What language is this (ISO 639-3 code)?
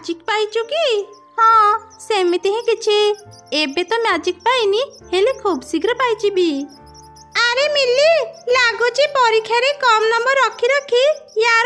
ori